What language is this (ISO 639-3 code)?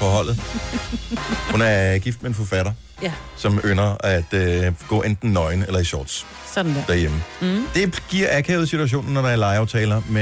dan